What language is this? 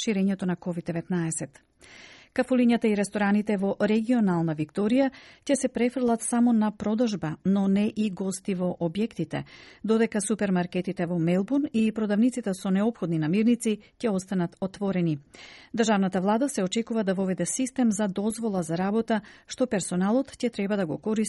Macedonian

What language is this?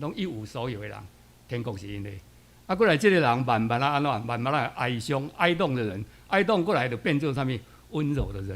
Min Nan Chinese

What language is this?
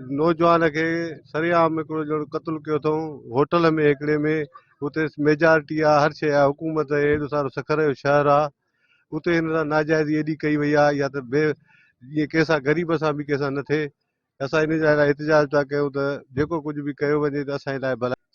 Sindhi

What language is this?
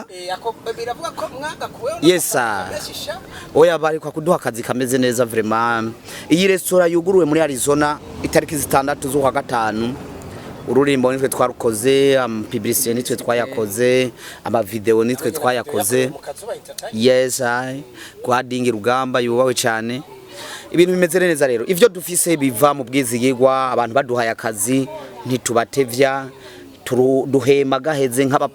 Rundi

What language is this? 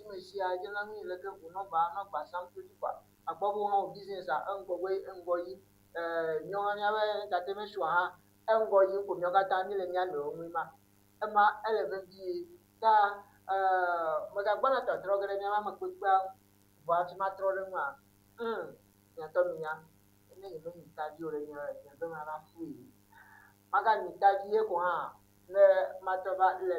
Ewe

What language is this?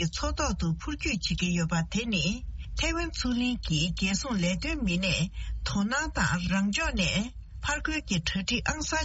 Tibetan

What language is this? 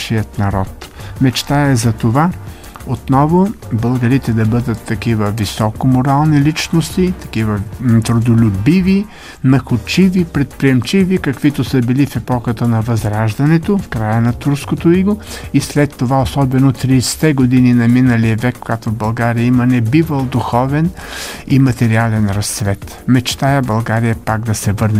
Bulgarian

